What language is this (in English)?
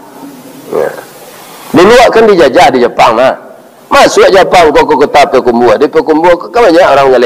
Minangkabau